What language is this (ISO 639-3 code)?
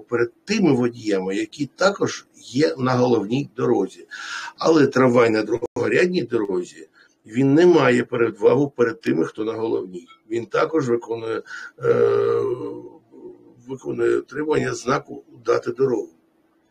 ukr